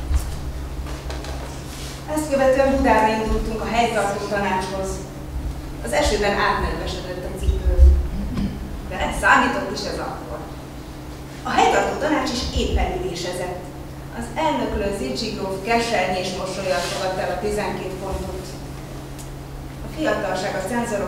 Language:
Hungarian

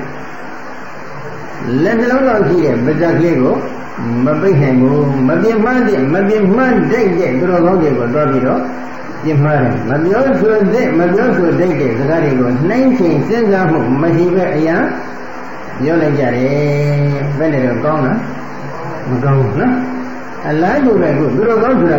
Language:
Burmese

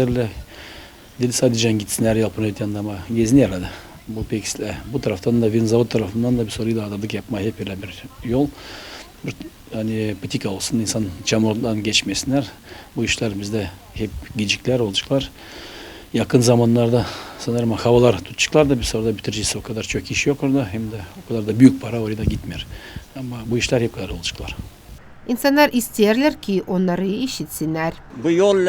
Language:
Gagauz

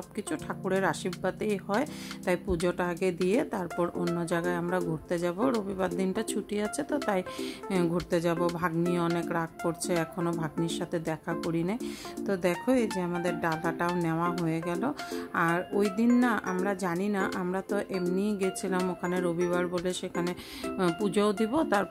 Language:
Bangla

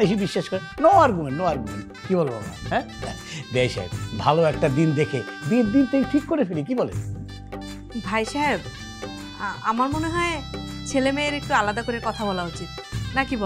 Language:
Bangla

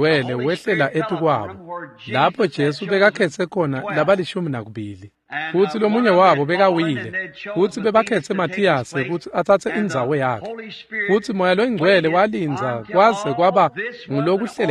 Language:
Swati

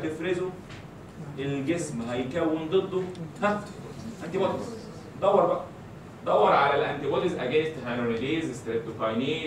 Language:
Egyptian Arabic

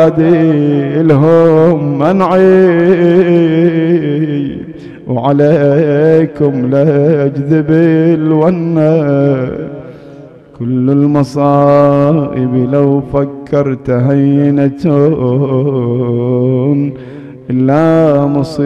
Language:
Arabic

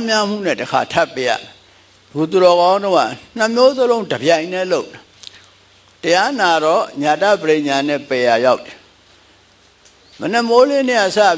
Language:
Burmese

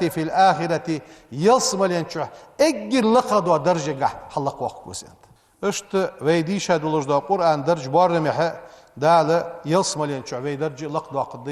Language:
Ingush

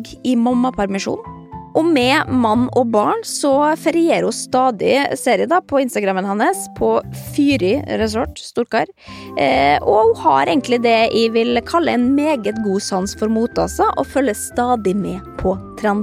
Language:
Norwegian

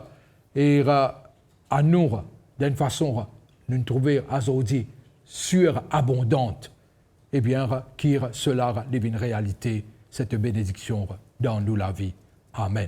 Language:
Morisyen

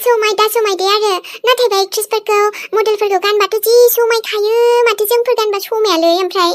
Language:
Bodo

